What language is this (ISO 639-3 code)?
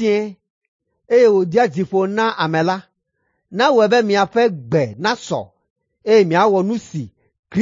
ewe